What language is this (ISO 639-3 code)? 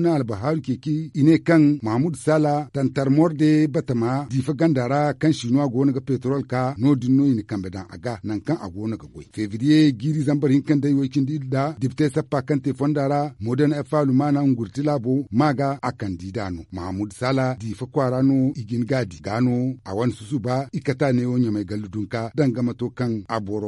dje